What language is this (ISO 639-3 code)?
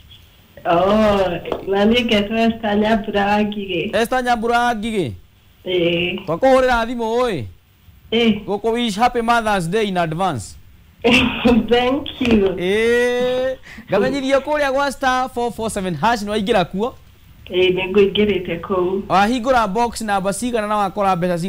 kik